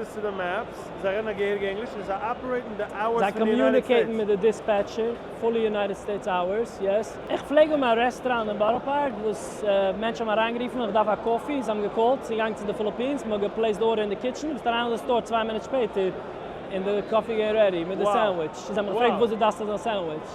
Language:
Yiddish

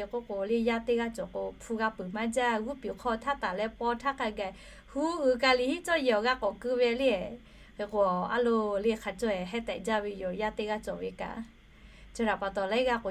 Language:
Lahu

